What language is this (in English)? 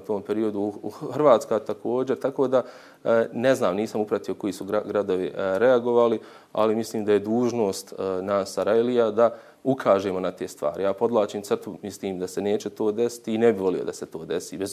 Bosnian